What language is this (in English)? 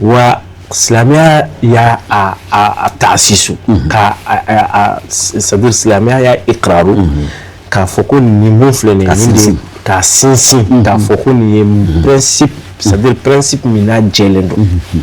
Bambara